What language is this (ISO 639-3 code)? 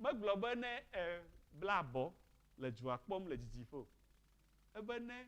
ewe